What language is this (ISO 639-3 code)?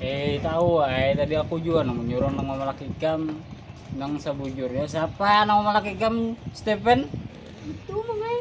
bjn